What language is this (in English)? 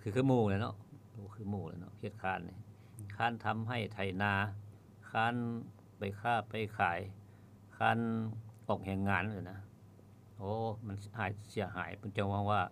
Lao